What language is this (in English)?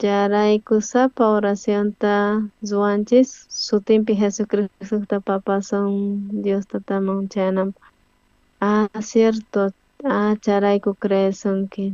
South Bolivian Quechua